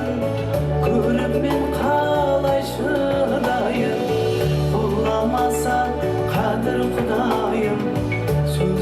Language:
Kara-Kalpak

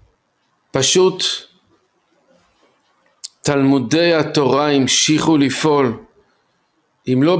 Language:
Hebrew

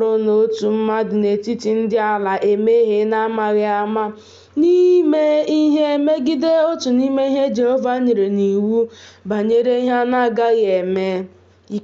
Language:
Igbo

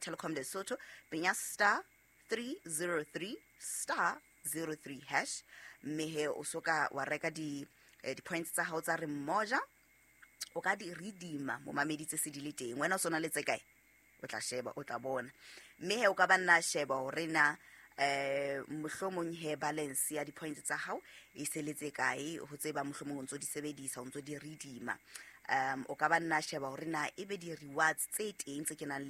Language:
Southern Sotho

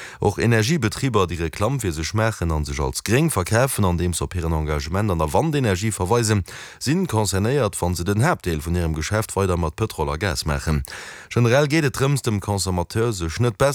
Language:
Luxembourgish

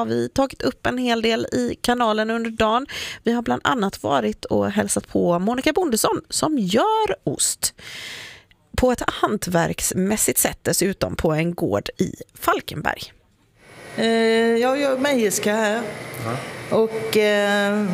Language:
Swedish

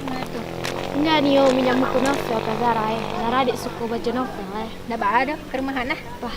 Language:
Minangkabau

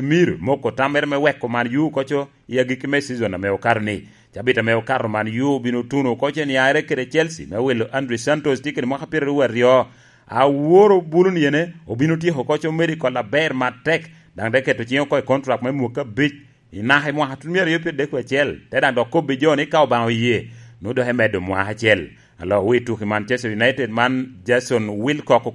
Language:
Lango (Uganda)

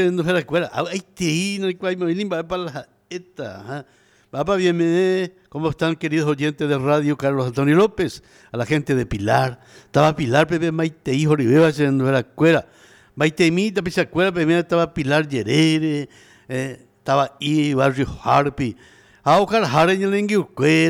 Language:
Guarani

